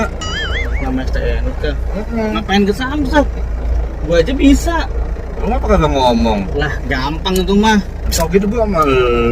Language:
Betawi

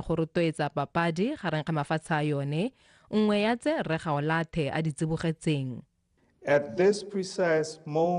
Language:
Tswana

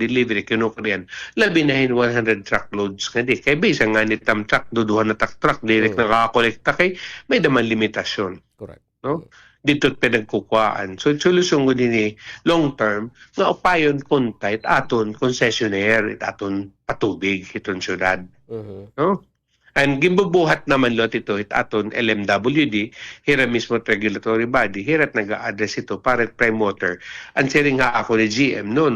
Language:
Waray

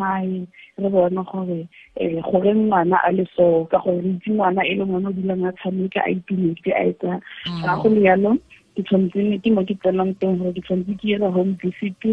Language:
Tswana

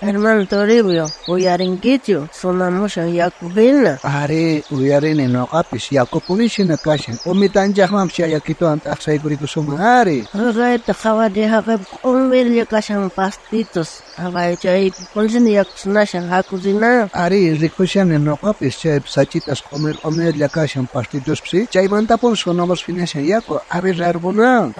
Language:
South Bolivian Quechua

